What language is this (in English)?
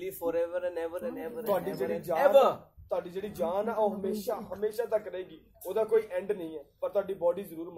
Punjabi